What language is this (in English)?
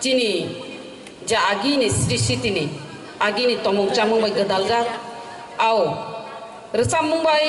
Kok Borok